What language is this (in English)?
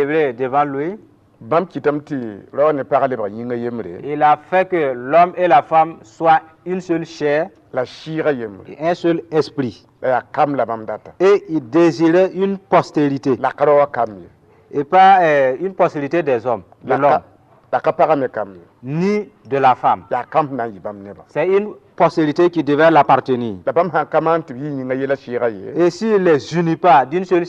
Mossi